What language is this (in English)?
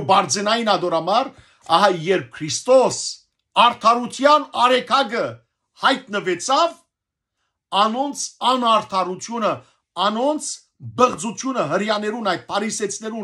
Western Armenian